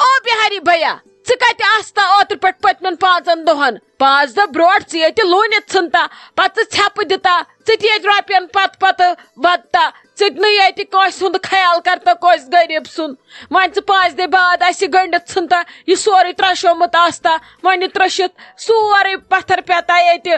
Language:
Kashmiri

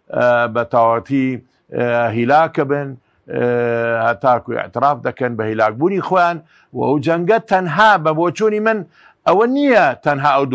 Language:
Central Kurdish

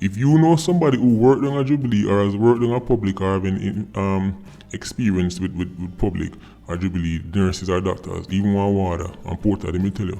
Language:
Jamaican Creole English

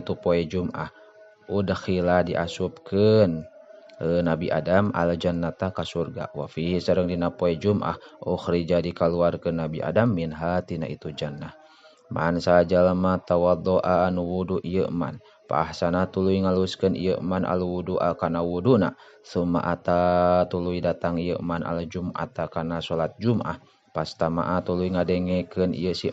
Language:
Sundanese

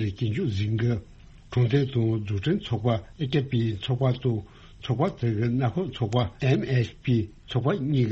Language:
Tibetan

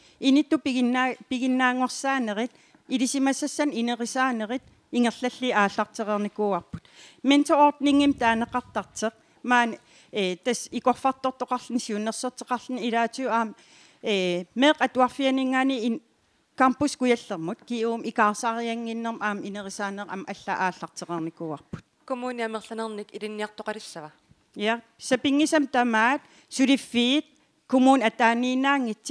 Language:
Kalaallisut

